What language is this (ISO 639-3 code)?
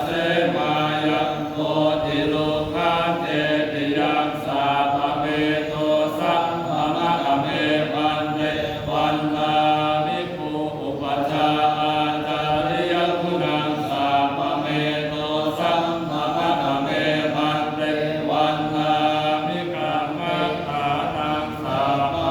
pli